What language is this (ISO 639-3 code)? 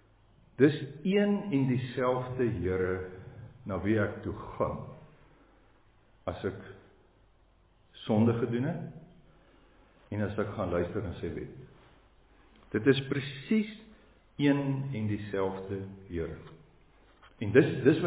afr